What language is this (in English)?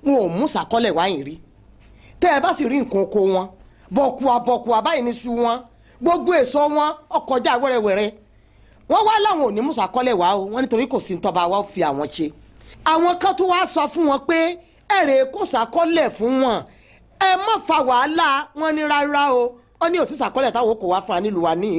Yoruba